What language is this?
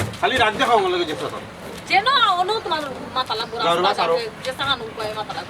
Sylheti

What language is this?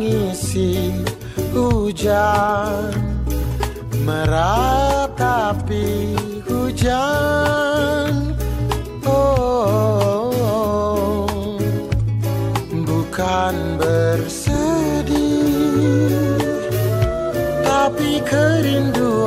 Indonesian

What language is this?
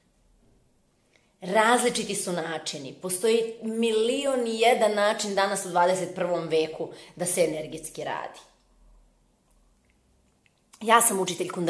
Serbian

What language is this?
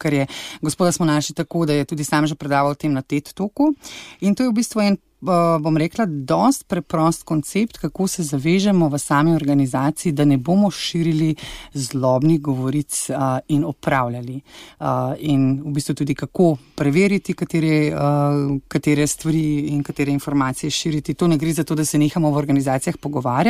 Slovenian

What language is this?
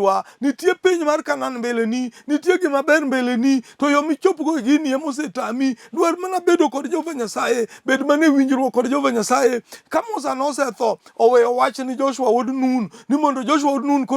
Luo (Kenya and Tanzania)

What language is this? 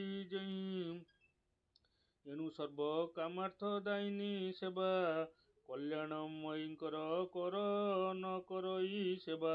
Odia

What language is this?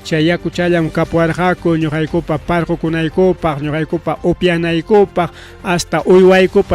Ayacucho Quechua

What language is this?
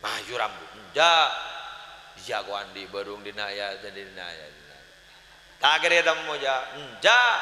Madurese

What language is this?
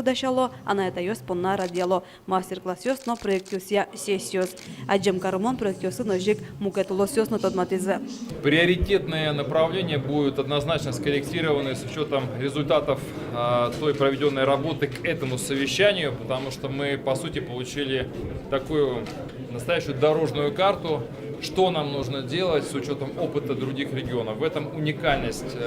Udmurt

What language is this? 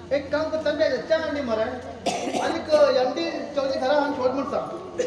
Konkani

